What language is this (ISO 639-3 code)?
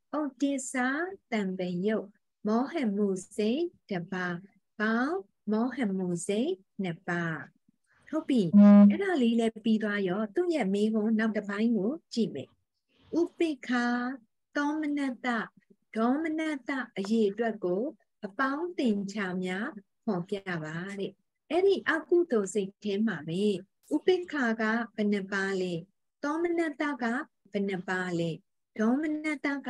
mya